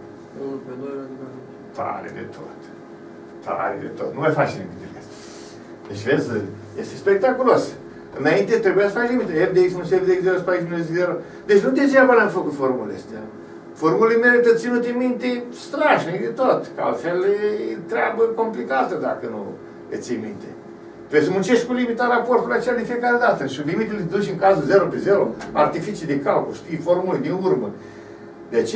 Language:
Romanian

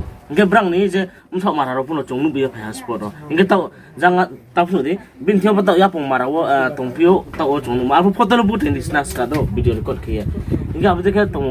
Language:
Riang (India)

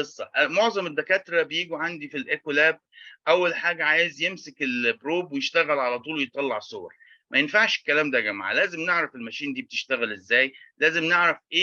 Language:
Egyptian Arabic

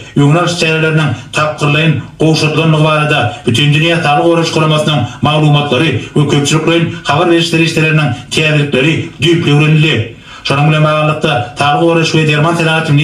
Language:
Turkmen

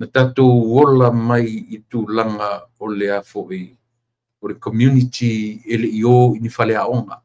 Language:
Samoan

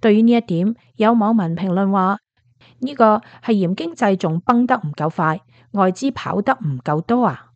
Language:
Cantonese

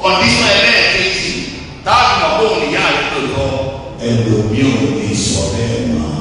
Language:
Yoruba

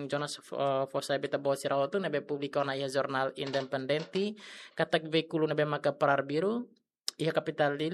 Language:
Tetum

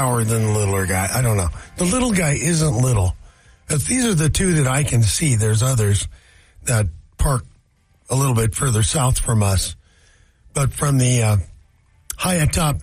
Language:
English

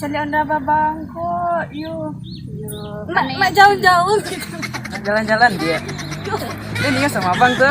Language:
Minangkabau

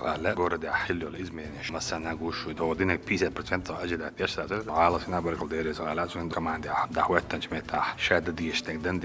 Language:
Chechen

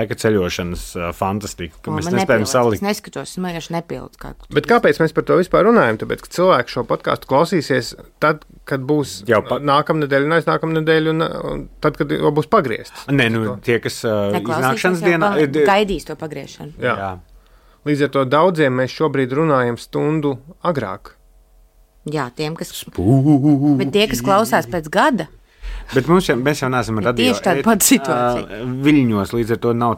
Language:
Latvian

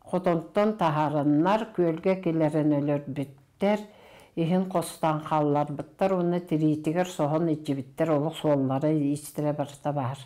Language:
Yakut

